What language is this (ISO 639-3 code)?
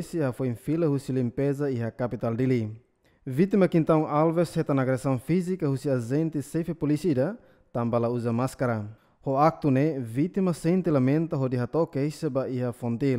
tet